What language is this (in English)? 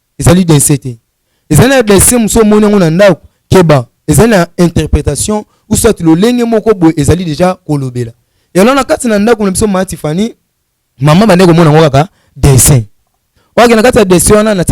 Lingala